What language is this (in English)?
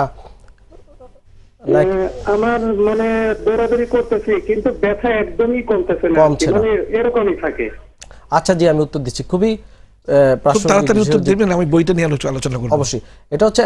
Bangla